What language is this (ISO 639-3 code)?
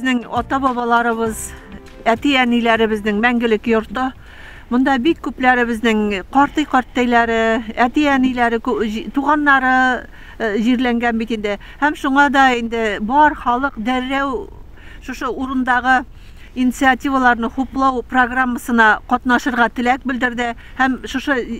bak